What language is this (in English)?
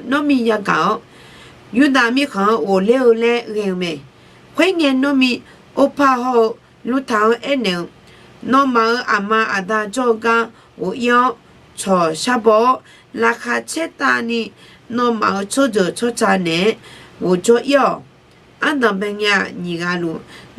Akha